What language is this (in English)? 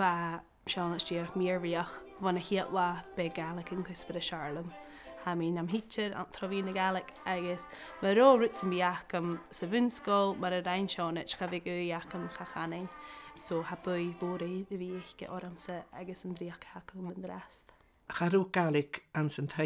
Scottish Gaelic